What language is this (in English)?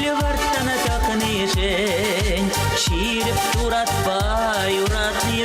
Chuvash